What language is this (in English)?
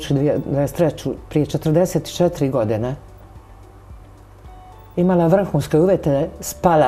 Croatian